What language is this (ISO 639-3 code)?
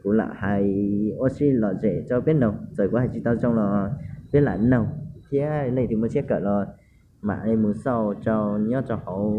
hmn